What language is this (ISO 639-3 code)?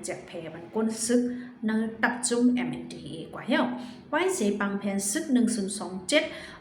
shn